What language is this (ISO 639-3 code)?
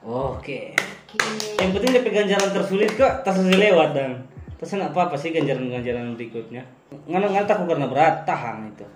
xmm